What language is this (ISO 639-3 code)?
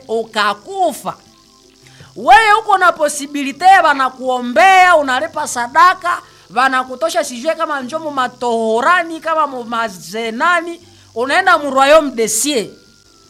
swa